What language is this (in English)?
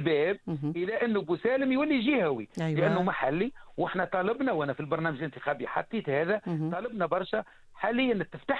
Tunisian Arabic